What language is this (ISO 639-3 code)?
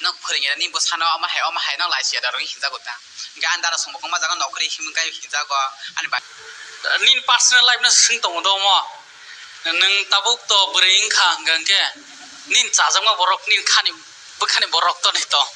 trp